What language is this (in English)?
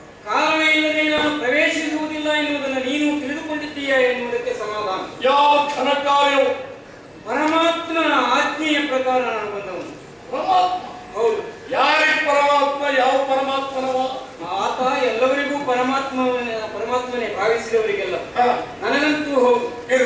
Kannada